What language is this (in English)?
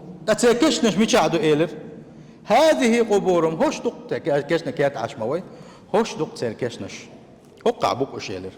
Chechen